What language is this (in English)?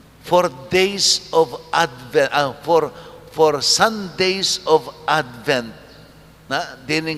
Pampanga